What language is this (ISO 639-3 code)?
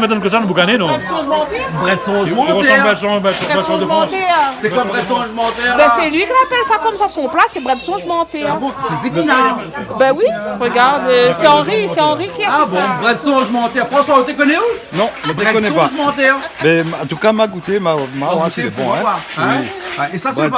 rcf